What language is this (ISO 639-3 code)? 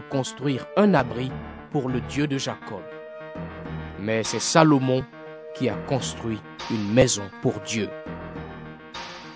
fra